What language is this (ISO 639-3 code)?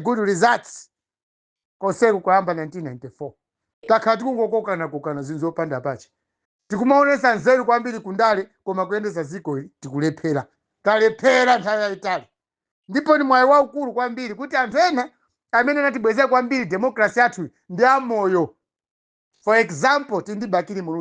nya